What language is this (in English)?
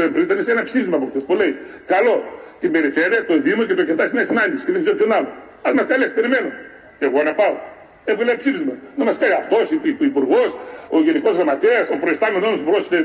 Greek